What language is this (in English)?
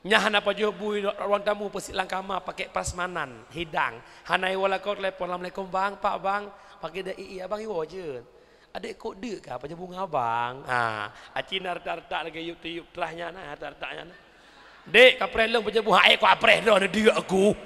Achinese